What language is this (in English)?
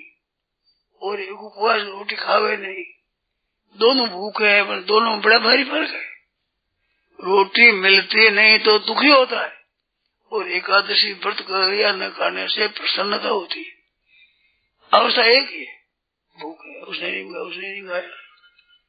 Hindi